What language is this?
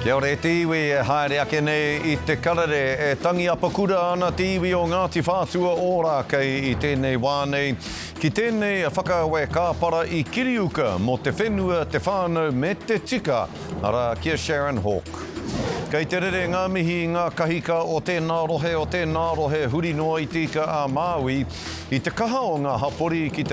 Māori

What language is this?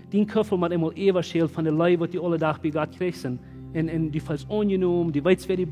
Plautdietsch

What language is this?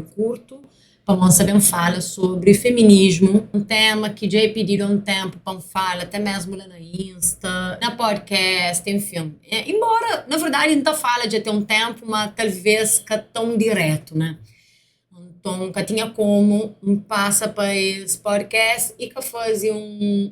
Kabuverdianu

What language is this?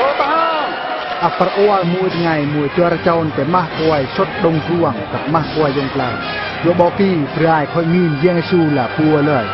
Eastern Bru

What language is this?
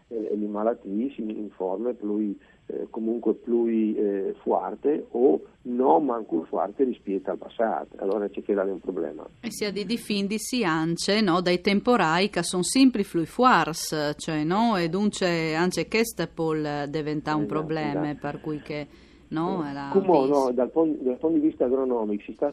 Friulian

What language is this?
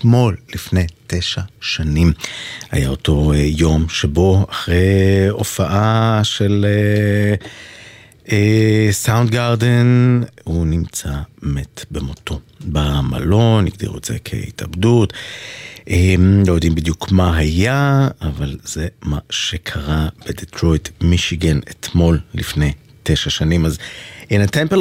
Hebrew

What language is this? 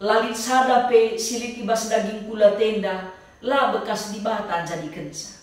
Batak Karo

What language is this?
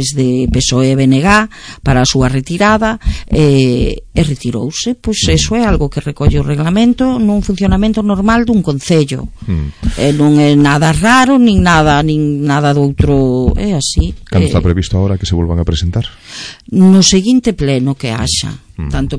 Galician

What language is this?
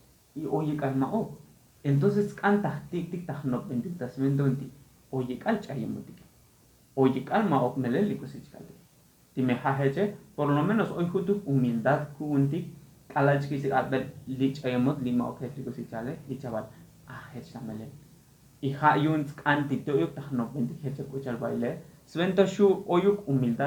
Tzotzil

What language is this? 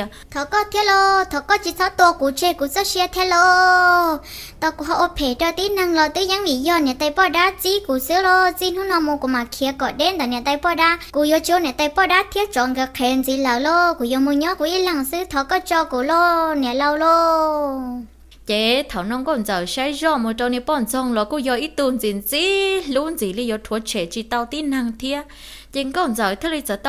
Hmong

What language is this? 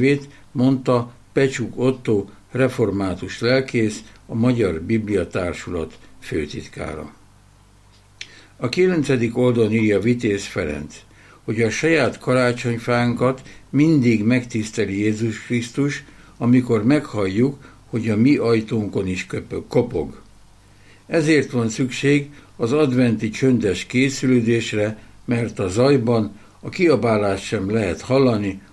Hungarian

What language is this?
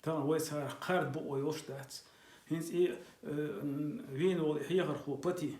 Chechen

